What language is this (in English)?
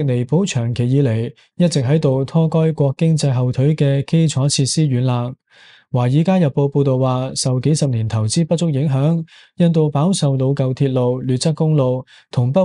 Cantonese